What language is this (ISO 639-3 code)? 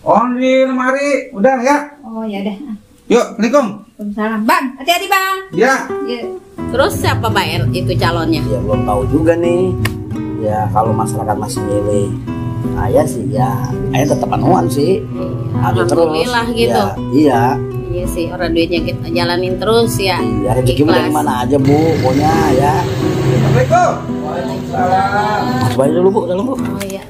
bew